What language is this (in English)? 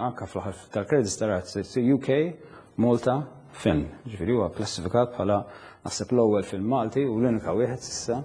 Maltese